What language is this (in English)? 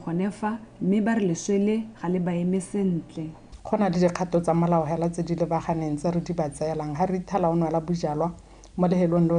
Tswana